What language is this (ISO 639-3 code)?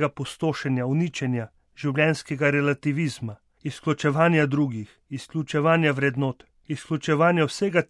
slv